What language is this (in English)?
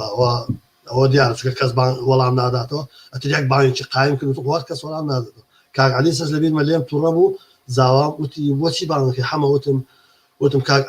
Central Kurdish